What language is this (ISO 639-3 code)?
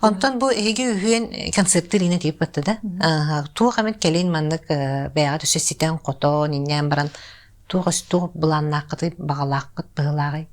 sah